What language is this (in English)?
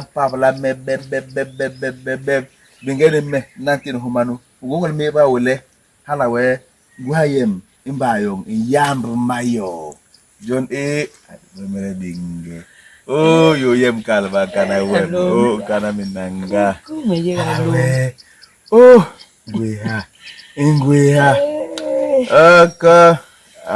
Basaa